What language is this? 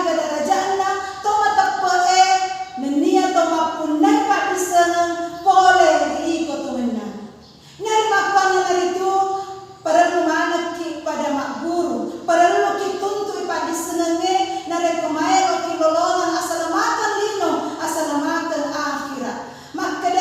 Buginese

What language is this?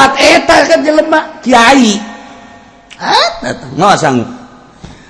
Sundanese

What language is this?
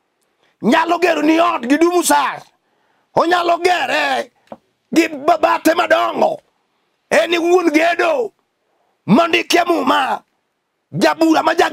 Luo (Kenya and Tanzania)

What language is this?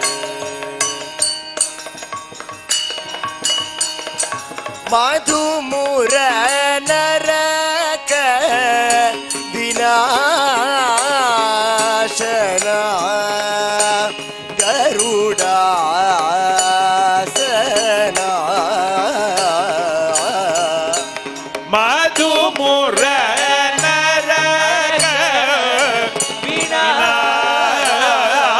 Sanskrit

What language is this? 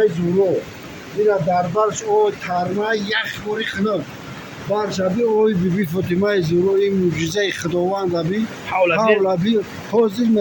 Tajik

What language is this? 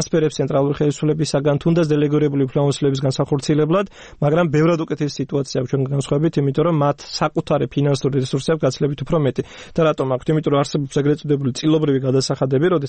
Georgian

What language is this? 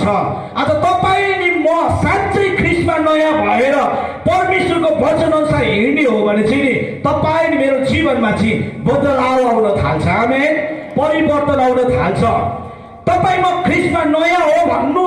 Nepali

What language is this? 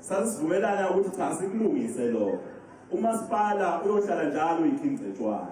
Zulu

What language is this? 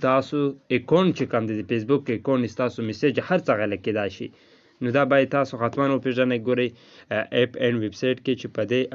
Pashto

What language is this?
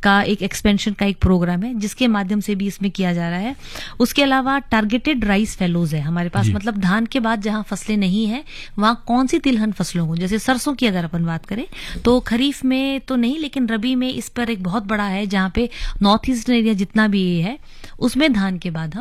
Hindi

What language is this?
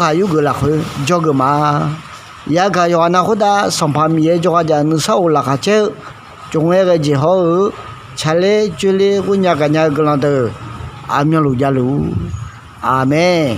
Akha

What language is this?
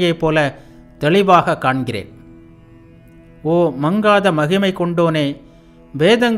Tamil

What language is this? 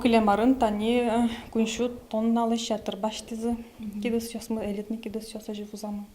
Udmurt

